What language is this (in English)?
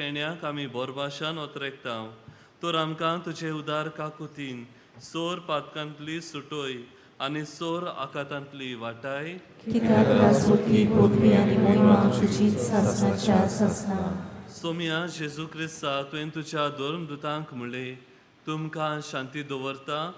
Konkani